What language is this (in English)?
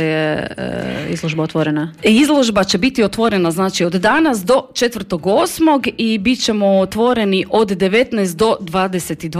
Croatian